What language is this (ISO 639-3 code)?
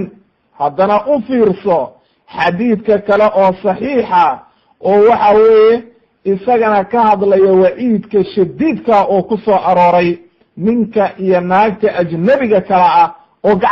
som